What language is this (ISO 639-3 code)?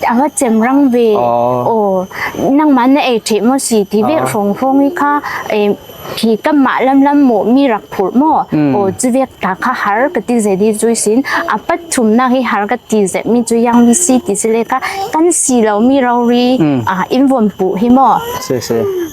cfm